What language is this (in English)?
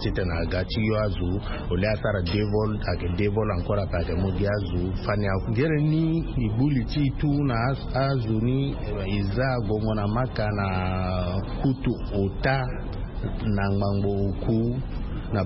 Sango